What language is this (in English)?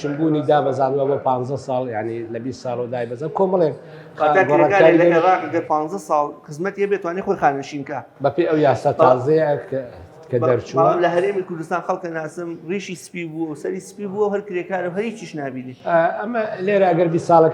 Central Kurdish